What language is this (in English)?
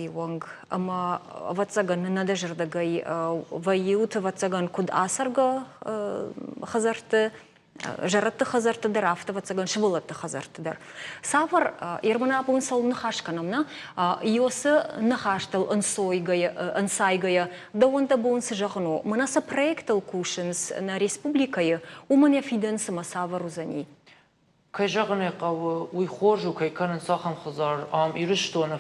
Ossetic